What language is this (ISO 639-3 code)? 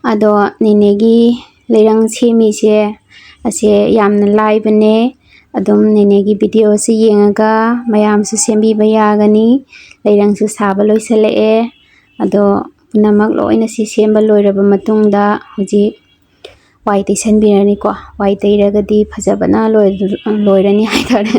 mni